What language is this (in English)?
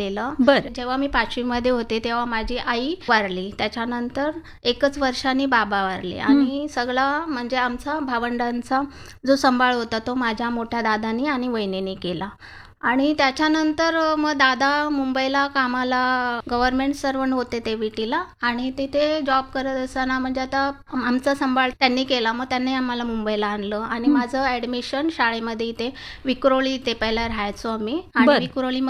Marathi